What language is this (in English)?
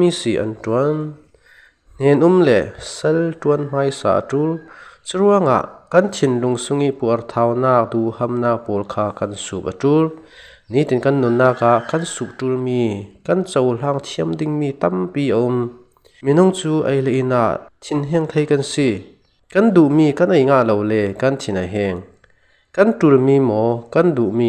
Falam Chin